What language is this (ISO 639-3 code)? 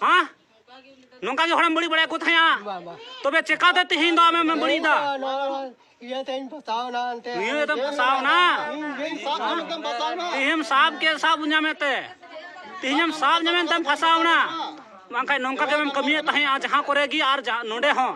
sat